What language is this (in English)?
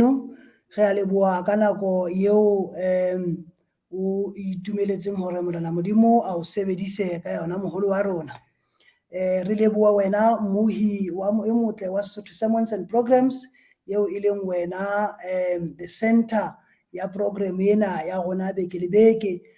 Southern Sotho